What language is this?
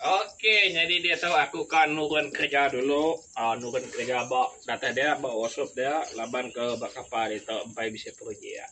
Iban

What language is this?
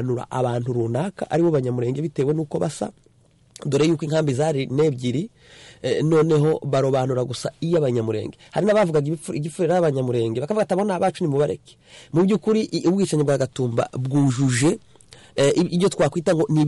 Kinyarwanda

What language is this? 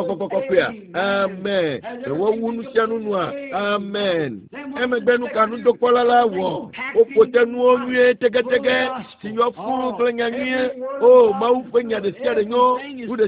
Ewe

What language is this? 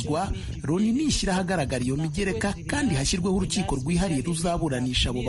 Kinyarwanda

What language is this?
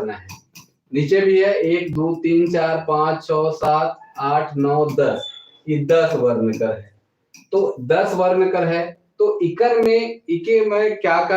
Sadri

